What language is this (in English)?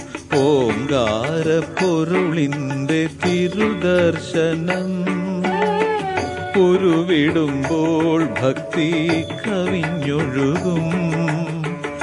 Malayalam